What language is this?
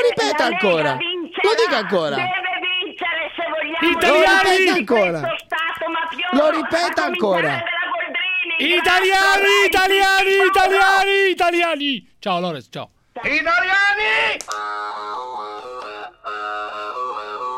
Italian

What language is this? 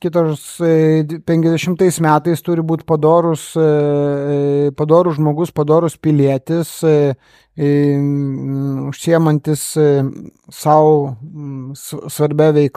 Lithuanian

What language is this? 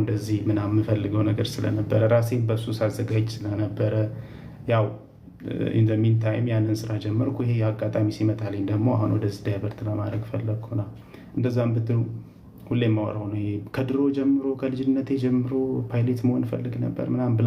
Amharic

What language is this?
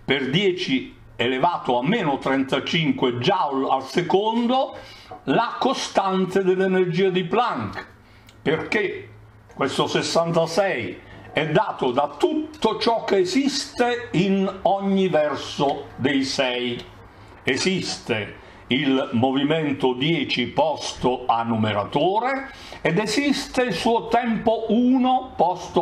Italian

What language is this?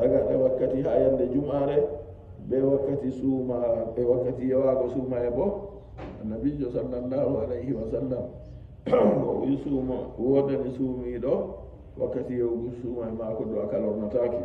Fula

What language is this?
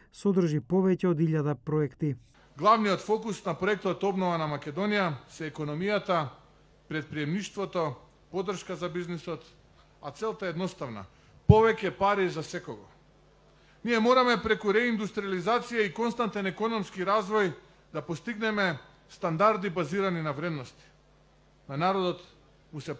Macedonian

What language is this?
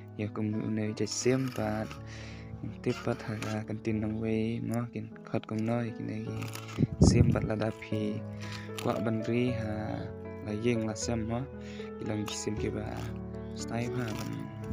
Khasi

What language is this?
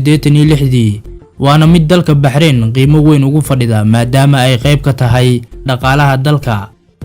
Somali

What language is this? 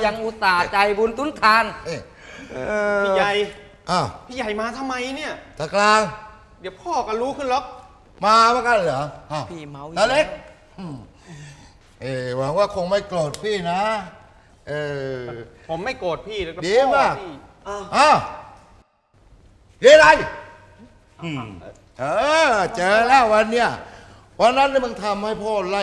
Thai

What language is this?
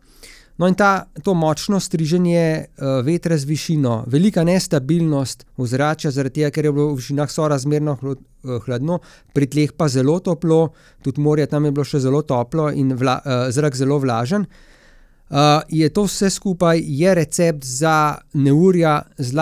Slovenian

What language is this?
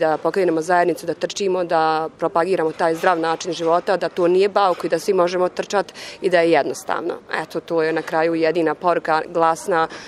Bosnian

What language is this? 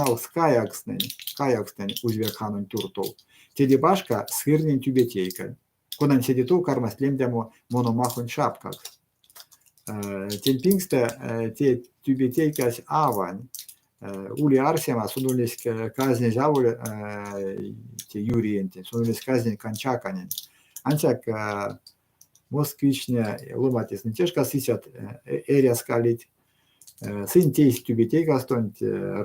Erzya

